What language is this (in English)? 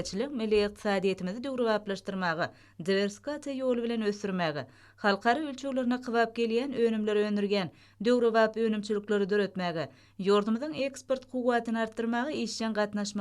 Turkmen